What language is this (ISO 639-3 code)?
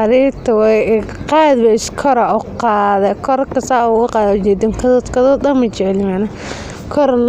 som